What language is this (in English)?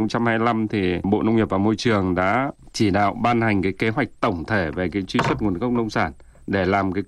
Vietnamese